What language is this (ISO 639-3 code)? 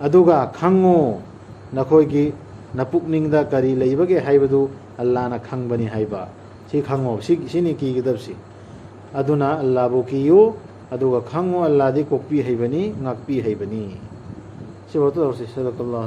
mni